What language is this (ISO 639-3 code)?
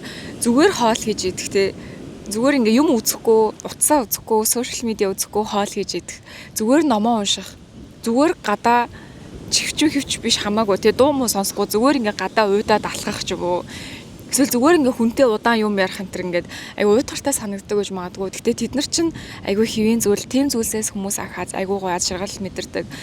mon